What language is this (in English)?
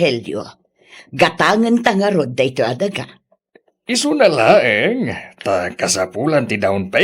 Iloko